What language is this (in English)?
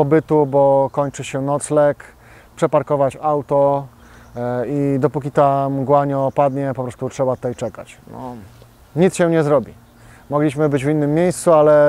Polish